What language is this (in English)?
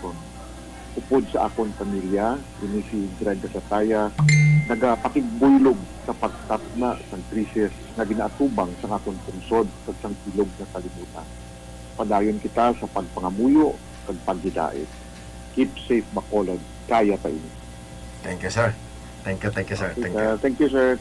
Hiligaynon